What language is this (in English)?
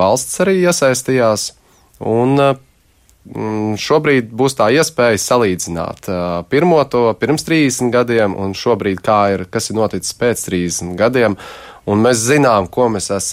Latvian